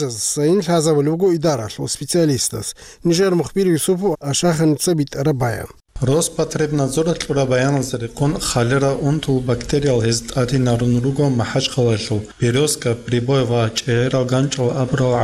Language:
Avaric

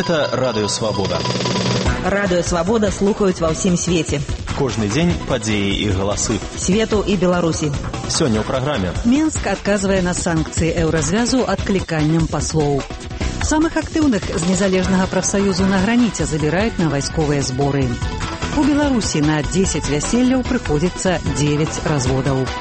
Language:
Belarusian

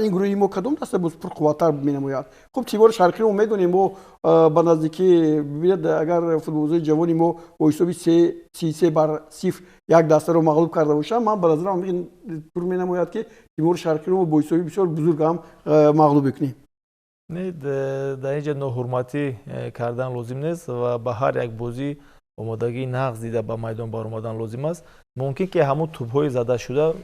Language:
Tajik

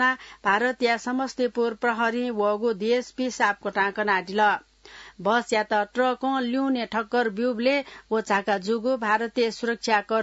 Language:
Newari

